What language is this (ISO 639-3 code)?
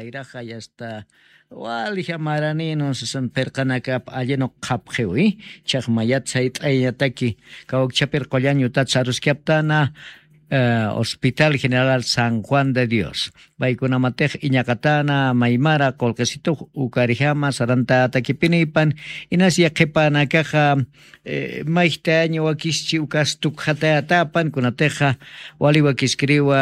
aym